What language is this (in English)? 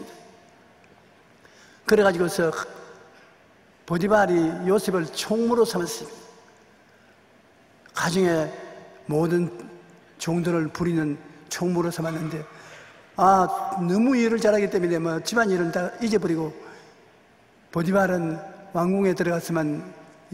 Korean